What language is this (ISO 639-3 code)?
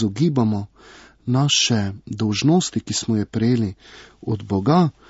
slv